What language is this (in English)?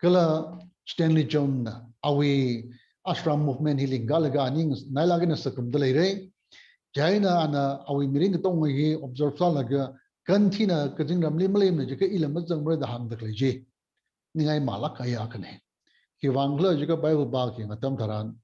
Tangkhul Naga (India)